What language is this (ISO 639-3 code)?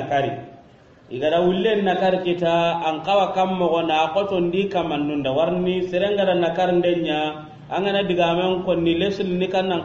snk